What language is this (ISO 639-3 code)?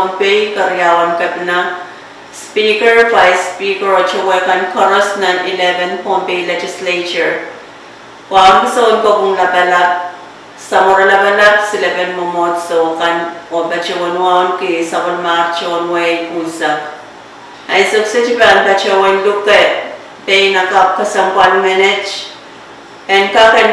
pon